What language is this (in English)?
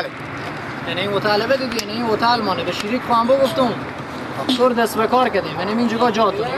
Persian